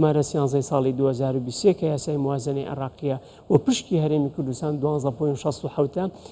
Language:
Central Kurdish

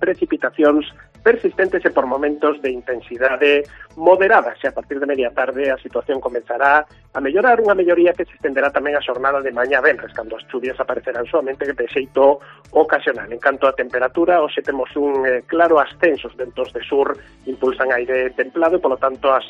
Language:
Galician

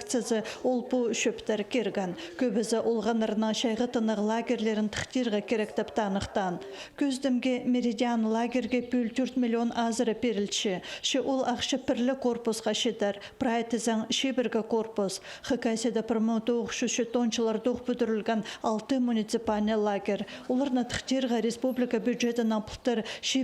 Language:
Khakas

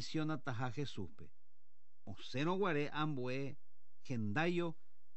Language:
Guarani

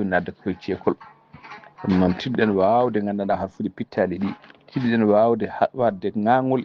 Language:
Fula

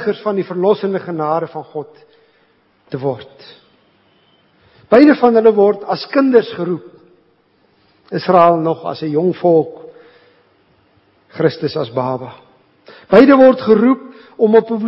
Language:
Afrikaans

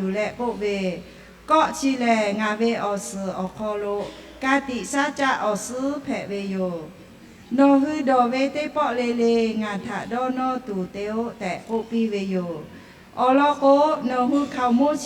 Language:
Lahu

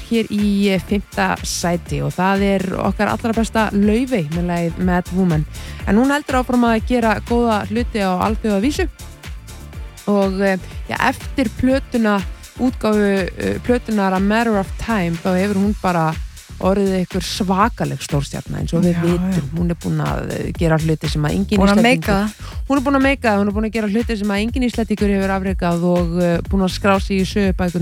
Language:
Icelandic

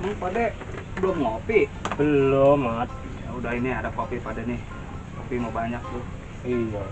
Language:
Betawi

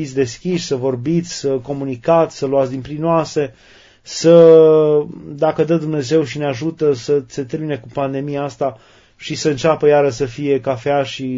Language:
Romanian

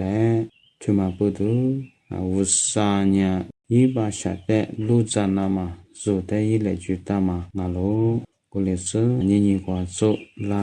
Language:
Lisu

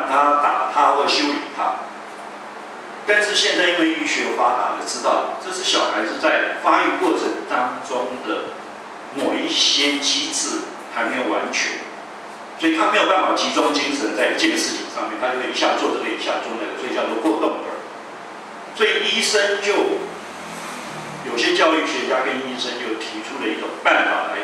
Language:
Chinese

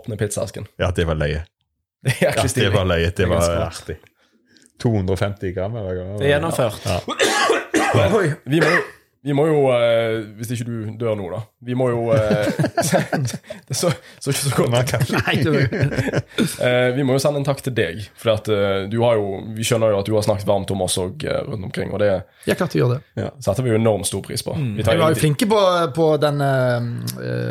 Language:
Norwegian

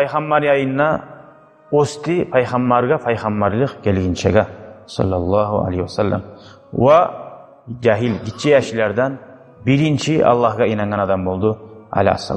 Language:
Kumyk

